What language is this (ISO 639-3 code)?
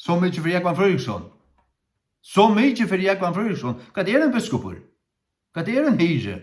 fao